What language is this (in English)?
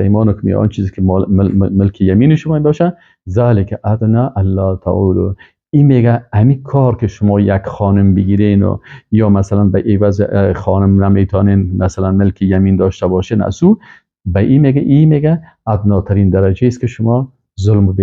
Persian